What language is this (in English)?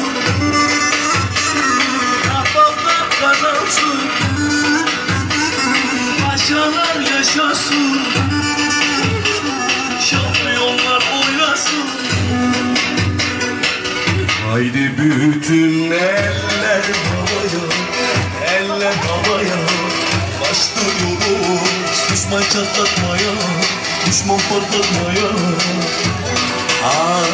Turkish